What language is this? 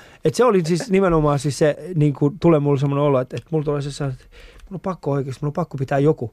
Finnish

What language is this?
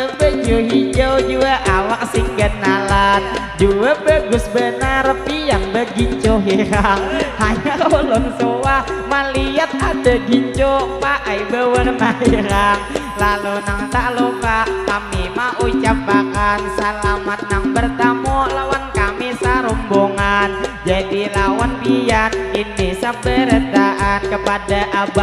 Banjar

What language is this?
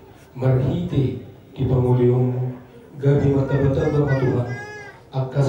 Batak Toba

